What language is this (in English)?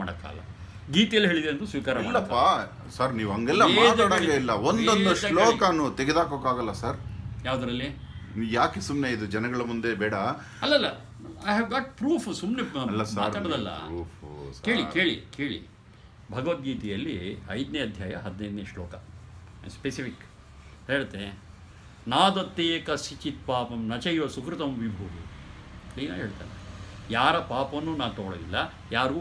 Kannada